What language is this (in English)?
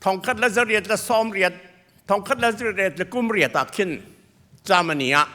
Hakha Chin